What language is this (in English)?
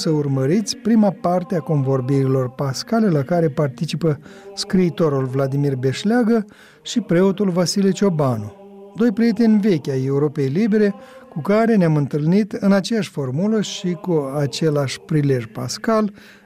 Romanian